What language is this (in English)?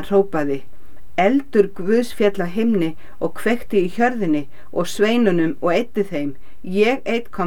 Icelandic